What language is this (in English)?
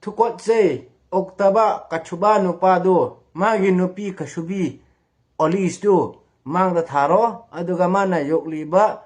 Manipuri